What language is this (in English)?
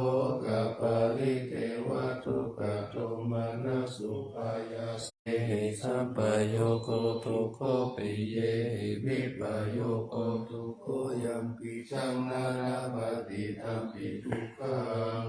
Pali